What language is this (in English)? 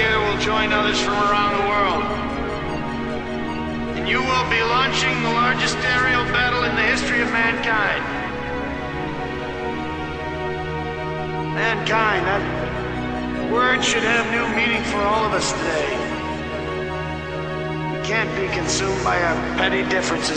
English